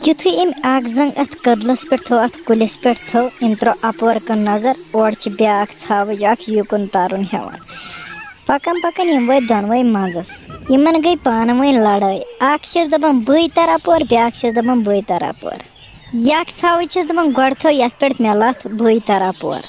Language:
Kashmiri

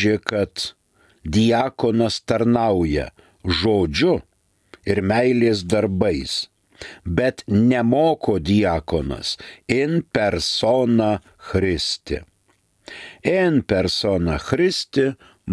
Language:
Lithuanian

